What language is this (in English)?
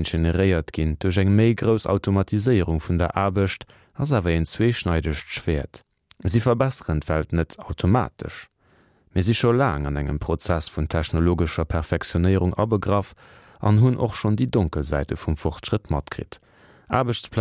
Luxembourgish